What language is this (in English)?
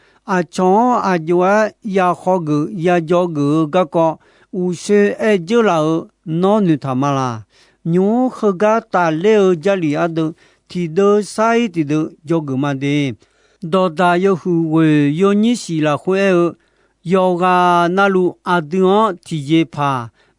Akha